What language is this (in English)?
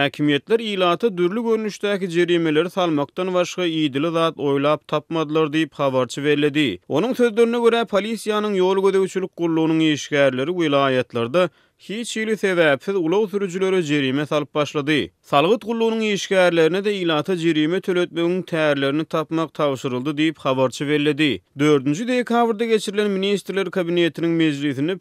Turkmen